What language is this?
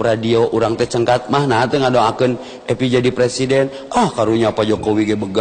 Sundanese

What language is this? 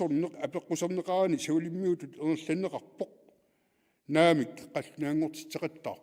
Kalaallisut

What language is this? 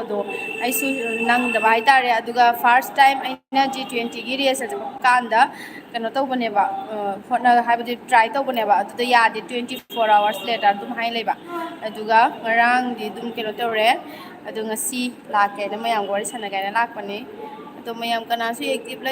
Manipuri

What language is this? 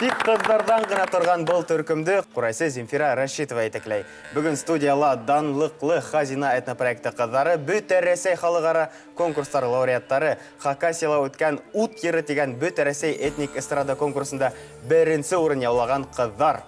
Bashkir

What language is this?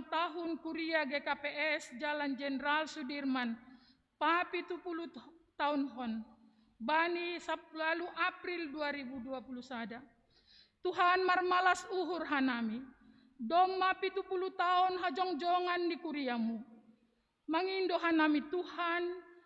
Batak Simalungun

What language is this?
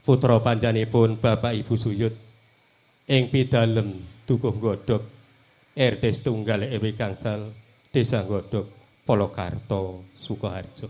Javanese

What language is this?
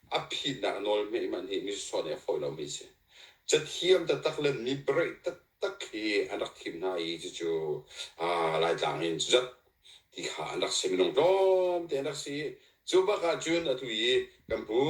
Hakha Chin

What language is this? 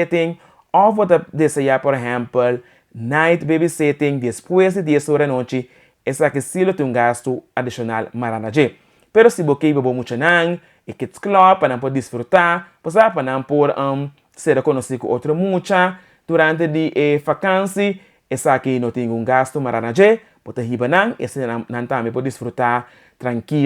Papiamento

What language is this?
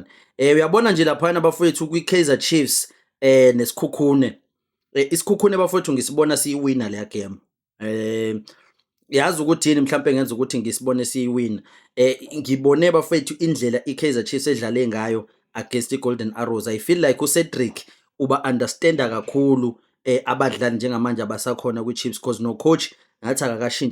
Zulu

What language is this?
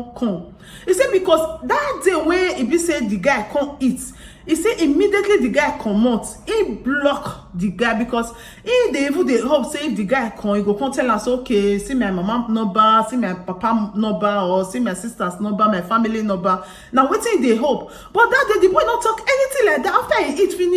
Nigerian Pidgin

